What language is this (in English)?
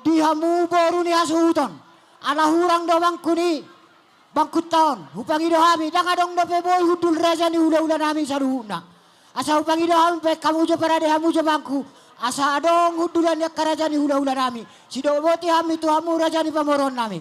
Batak Toba